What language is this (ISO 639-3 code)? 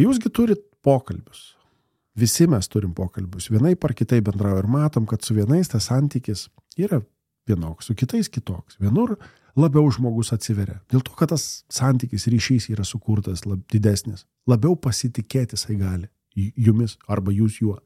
lit